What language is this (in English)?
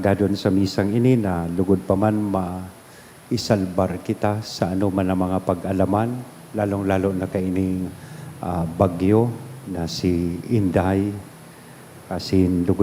Bikol